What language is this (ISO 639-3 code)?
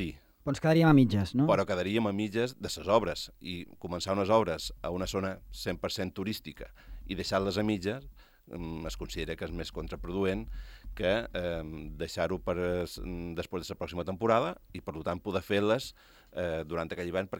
cat